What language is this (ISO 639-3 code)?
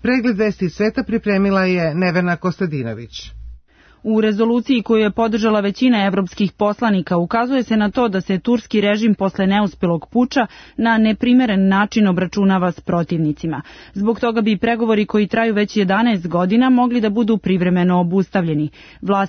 srp